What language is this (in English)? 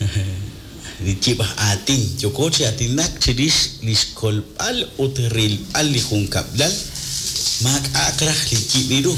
Kekchí